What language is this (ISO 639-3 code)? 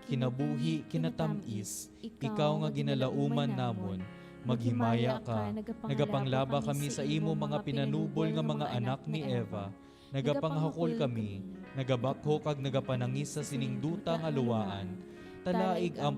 hil